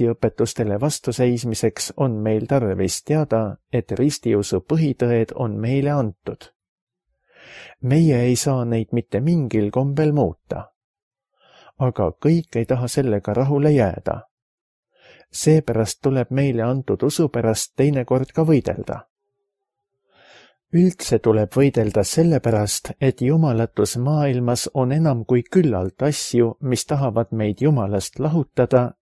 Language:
Estonian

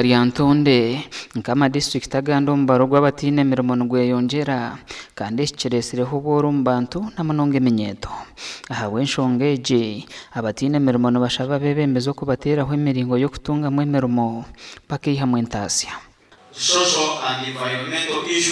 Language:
Nyankole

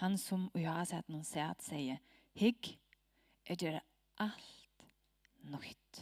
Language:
Faroese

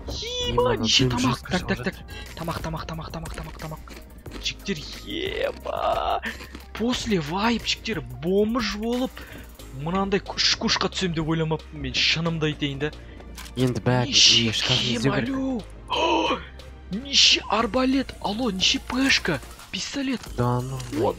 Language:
Kazakh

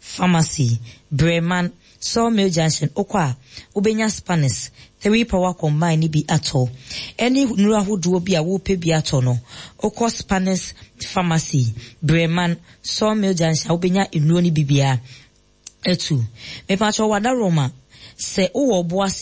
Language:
Akan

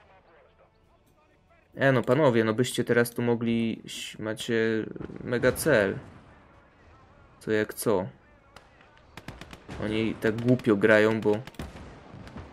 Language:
Polish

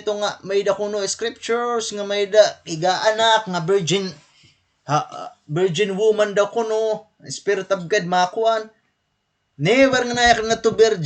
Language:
Waray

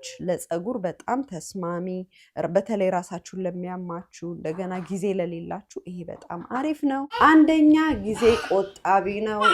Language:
Amharic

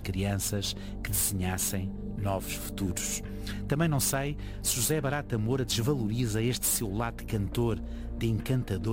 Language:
Portuguese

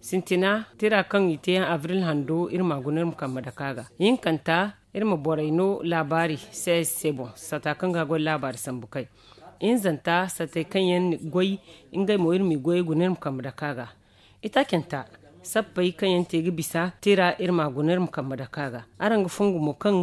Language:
Zarma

